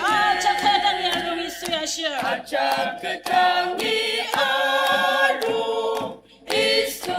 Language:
Ao Naga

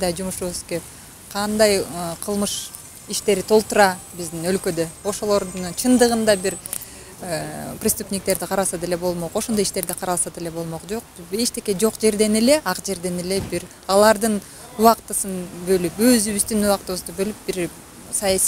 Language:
Kyrgyz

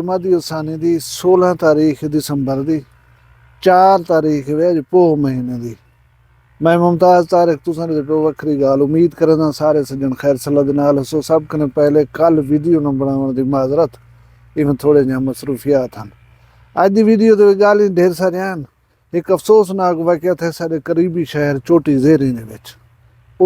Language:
Saraiki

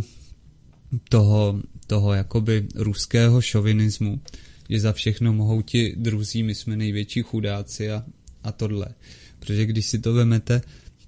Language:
Czech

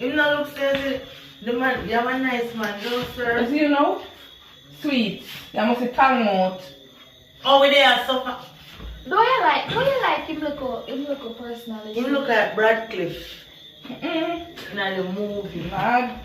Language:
Jamaican Creole English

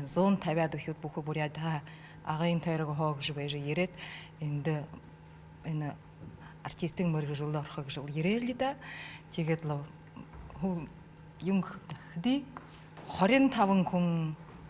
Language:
Buriat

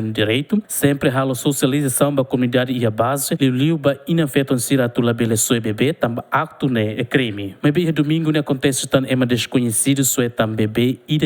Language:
Tetum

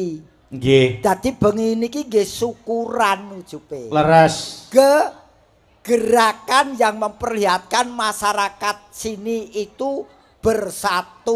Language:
Javanese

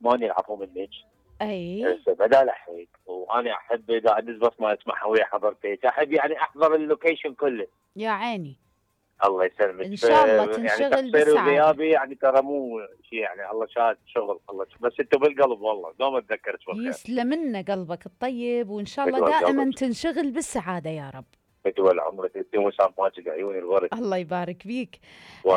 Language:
Mesopotamian Arabic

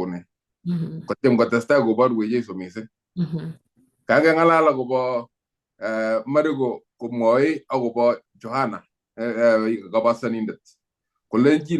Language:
Kalenjin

